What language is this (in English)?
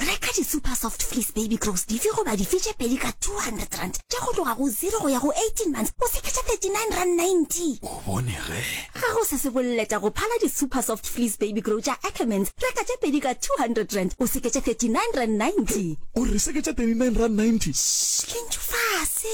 Northern Sotho